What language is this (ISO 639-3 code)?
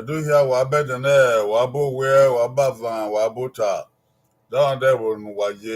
bin